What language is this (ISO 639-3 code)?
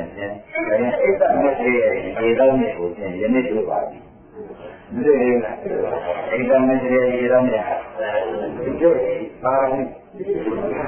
mya